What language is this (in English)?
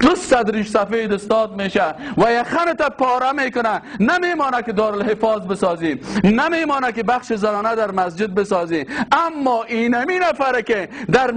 Persian